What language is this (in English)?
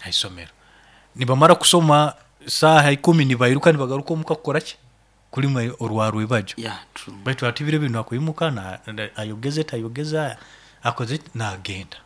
Nyoro